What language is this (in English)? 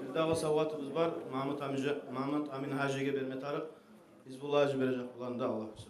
Kumyk